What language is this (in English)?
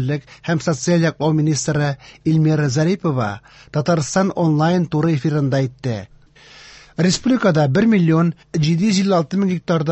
Tatar